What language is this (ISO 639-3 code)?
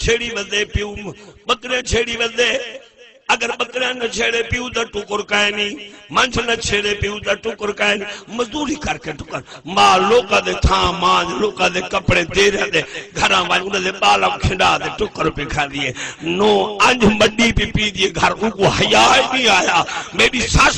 skr